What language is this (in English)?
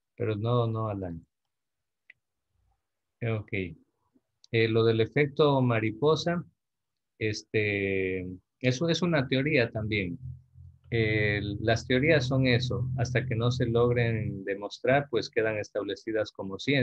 Spanish